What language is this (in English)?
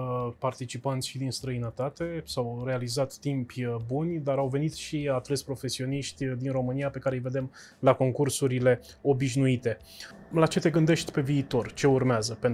Romanian